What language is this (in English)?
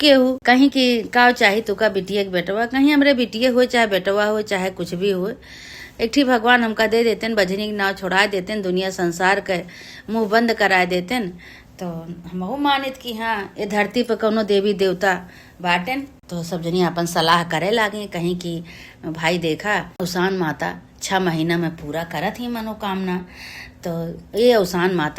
Awadhi